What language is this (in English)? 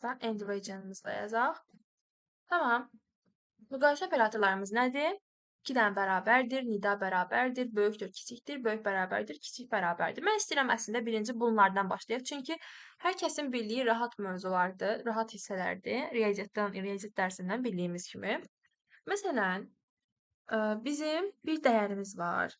Azerbaijani